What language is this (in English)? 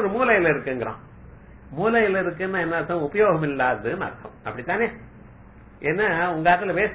Tamil